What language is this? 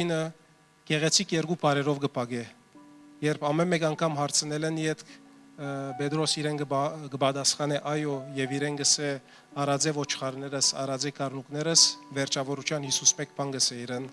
Western Armenian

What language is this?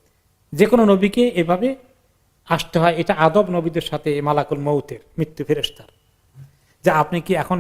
Bangla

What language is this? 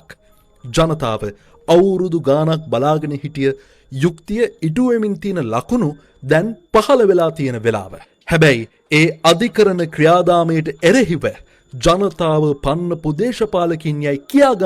Sinhala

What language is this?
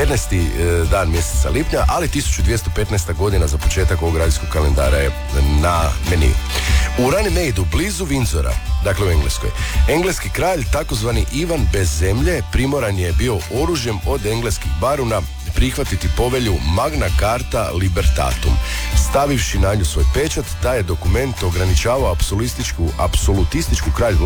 Croatian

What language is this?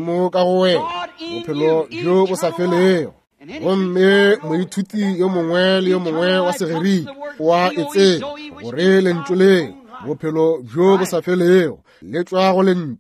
Northern Sotho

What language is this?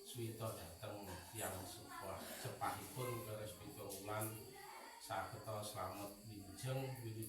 Javanese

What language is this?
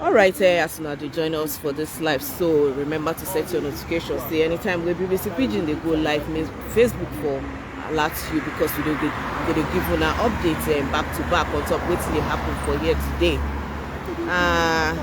Nigerian Pidgin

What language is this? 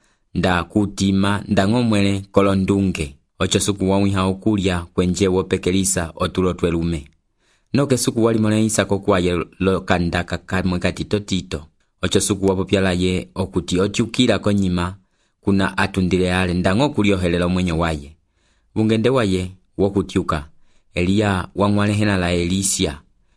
Umbundu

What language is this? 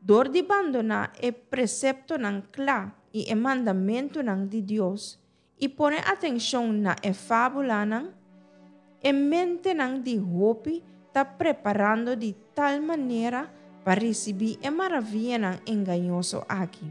Papiamento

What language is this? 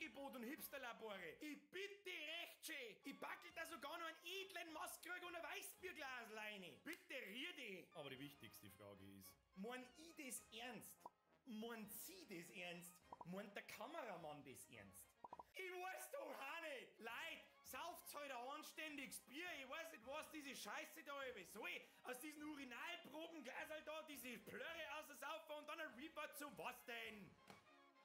Bavarian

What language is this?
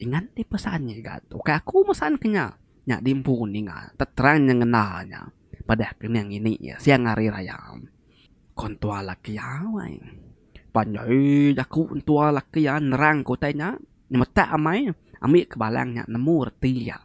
Iban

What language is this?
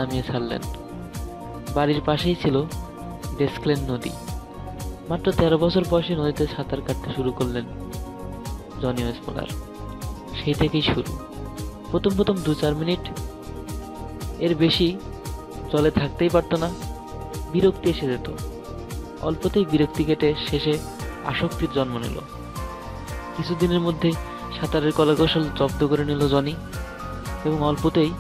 Bangla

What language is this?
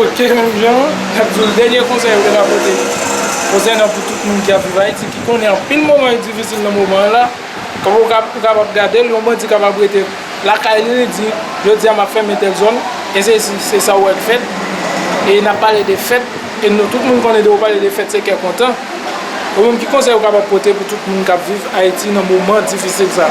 Haitian Creole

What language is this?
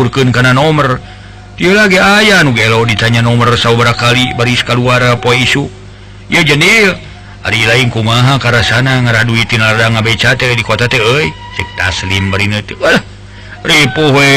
Sundanese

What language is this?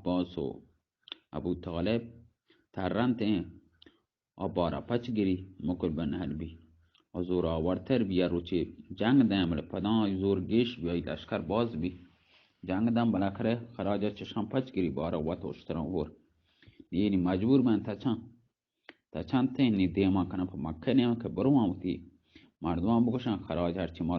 Baluchi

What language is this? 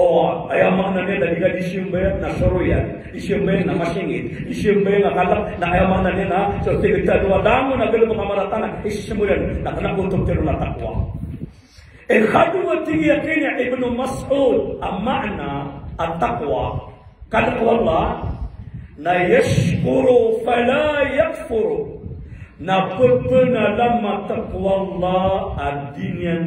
Maranao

